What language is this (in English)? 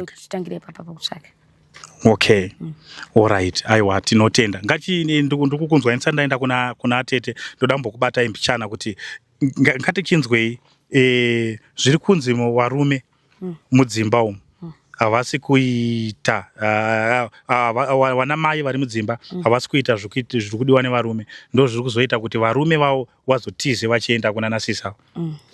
Shona